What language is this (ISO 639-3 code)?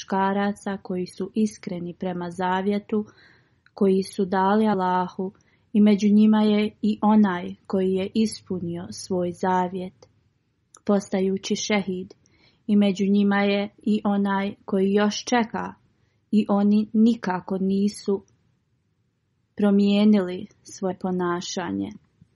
bos